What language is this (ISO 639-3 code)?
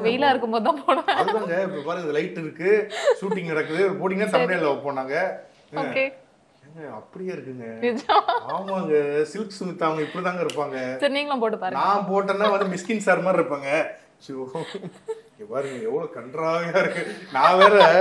tam